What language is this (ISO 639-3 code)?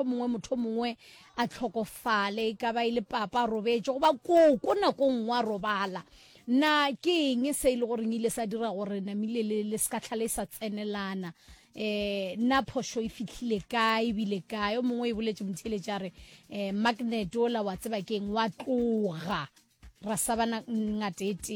nso